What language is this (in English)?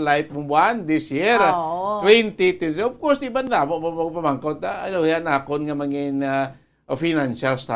Hiligaynon